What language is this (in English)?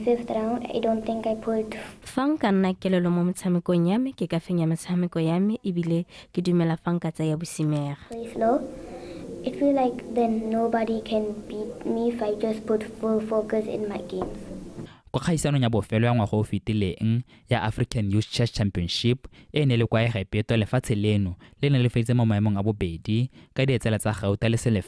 Tswana